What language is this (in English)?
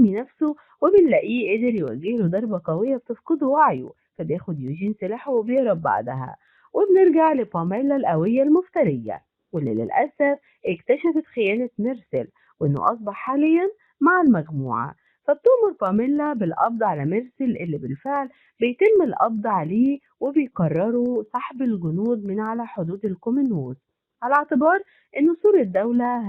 Egyptian Arabic